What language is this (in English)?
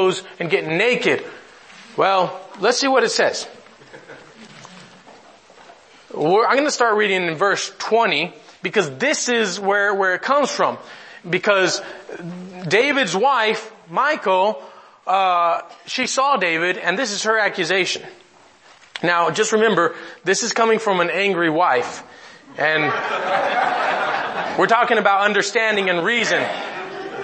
English